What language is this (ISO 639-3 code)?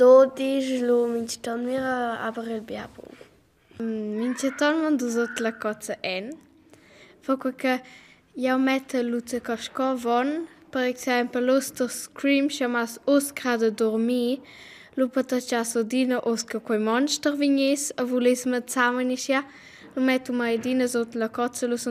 roh